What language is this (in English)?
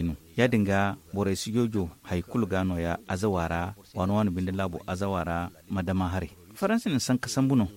Zarma